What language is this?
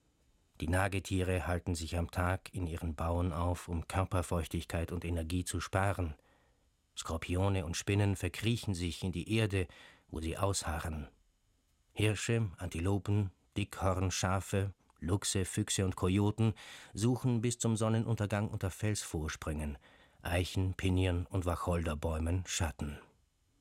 German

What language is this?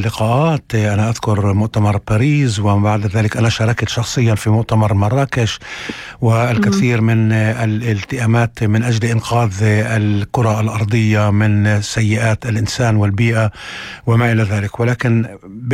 North Levantine Arabic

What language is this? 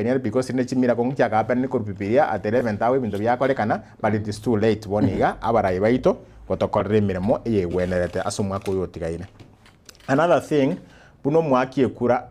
Gusii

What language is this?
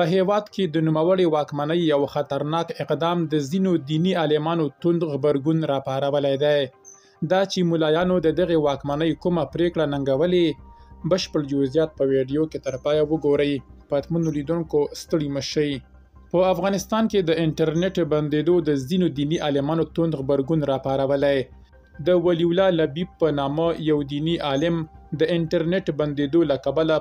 Pashto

